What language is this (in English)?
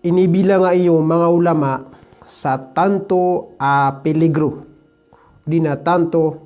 Maranao